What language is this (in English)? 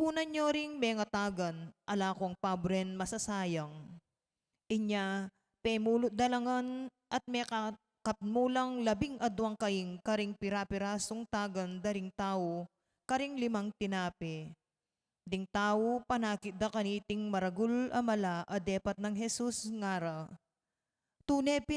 Pampanga